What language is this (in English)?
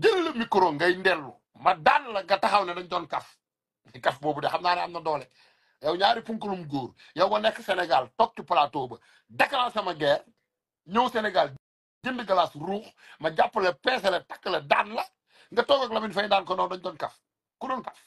Wolof